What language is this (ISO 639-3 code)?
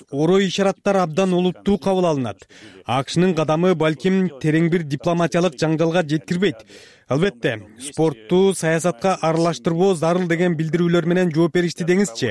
kir